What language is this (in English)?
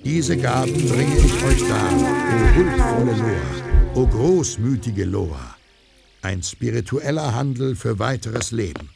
Bavarian